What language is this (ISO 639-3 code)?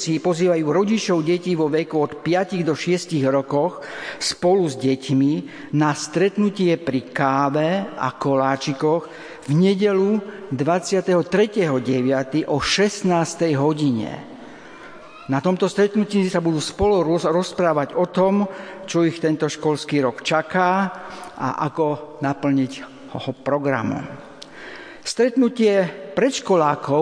slk